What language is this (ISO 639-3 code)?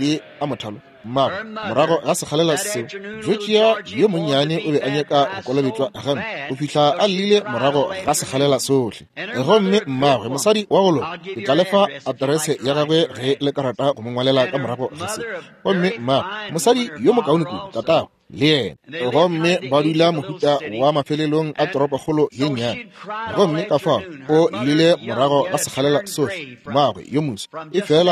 nso